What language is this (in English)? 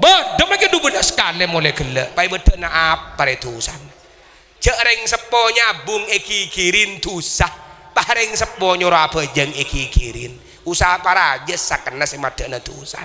Madurese